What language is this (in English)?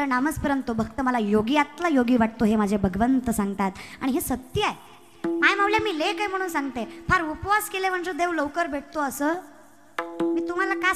Marathi